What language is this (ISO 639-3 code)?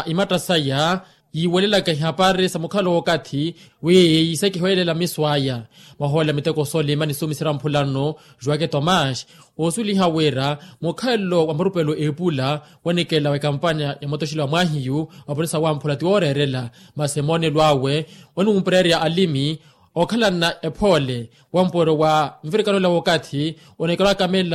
vmw